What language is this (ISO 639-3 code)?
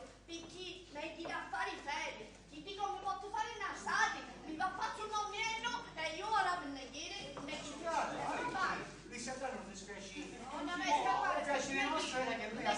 scn